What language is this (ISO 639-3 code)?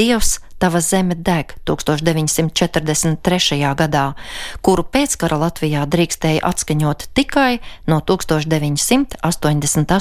lav